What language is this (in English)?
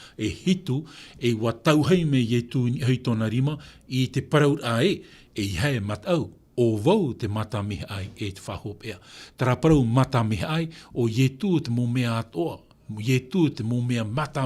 Tahitian